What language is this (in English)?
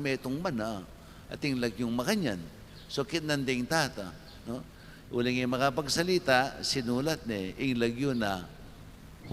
Pampanga